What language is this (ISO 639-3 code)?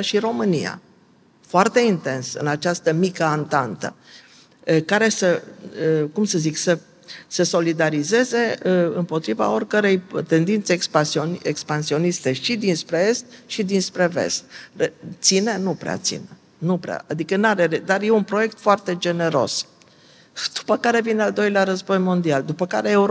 ron